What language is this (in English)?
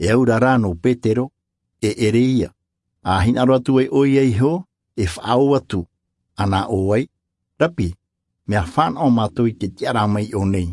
Tahitian